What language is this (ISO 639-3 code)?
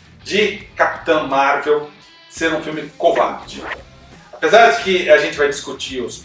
por